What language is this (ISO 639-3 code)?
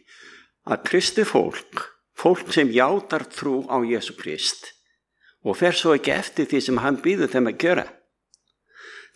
isl